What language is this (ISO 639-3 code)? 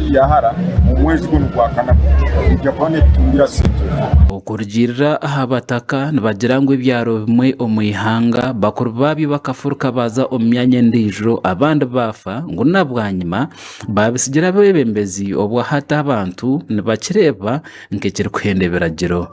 nyn